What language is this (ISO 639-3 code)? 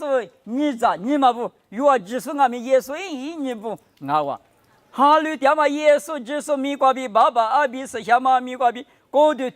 lis